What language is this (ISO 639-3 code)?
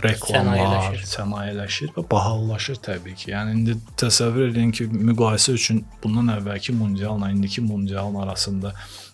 aze